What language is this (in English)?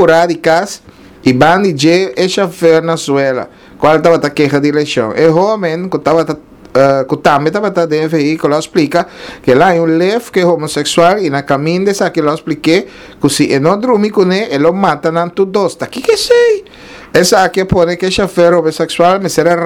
Papiamento